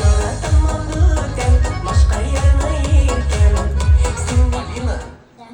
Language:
Bashkir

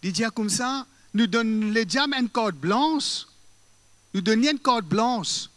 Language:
Morisyen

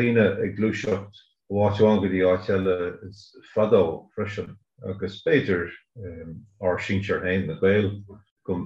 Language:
Irish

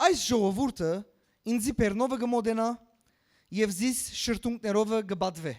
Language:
Western Armenian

